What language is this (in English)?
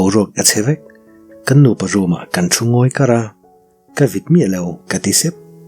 Mizo